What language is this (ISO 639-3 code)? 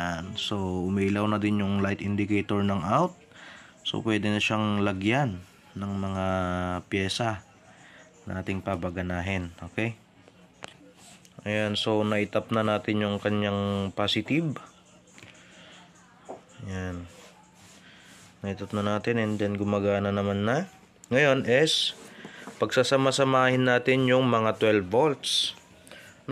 fil